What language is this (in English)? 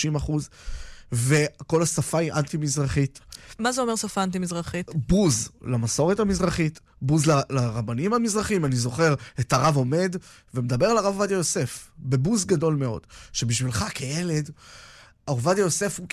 Hebrew